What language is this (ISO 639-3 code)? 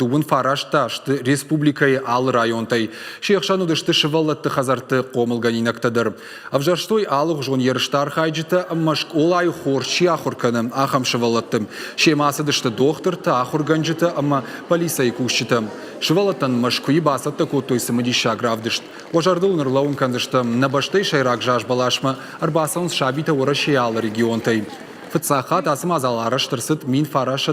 oss